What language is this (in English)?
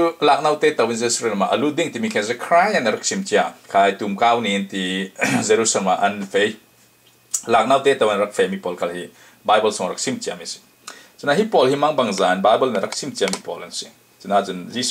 Falam Chin